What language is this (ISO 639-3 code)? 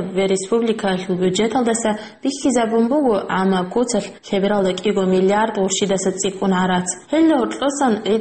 ava